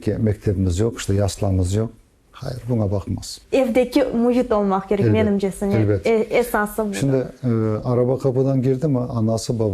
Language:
Crimean Tatar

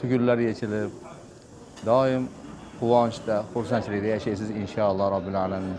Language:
Uzbek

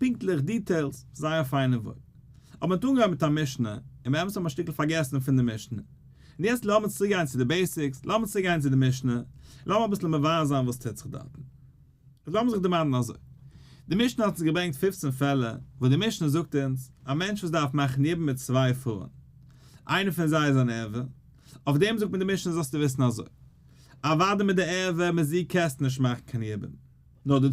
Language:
Yiddish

